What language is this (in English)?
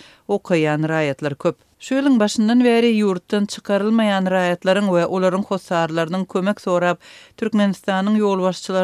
Turkmen